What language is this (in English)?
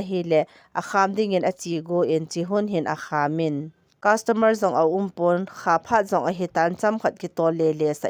Thado Chin